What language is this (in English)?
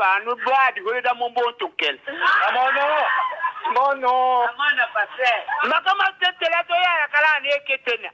Tetela